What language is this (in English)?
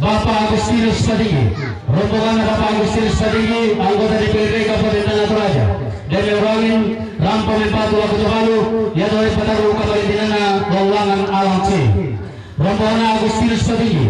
Toraja-Sa'dan